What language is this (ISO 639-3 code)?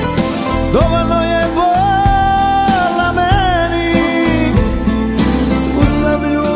hrv